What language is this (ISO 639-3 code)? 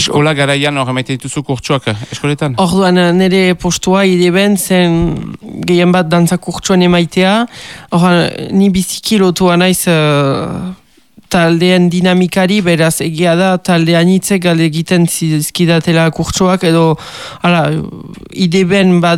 eus